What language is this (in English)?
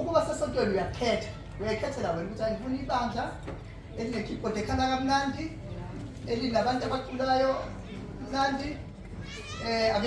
Zulu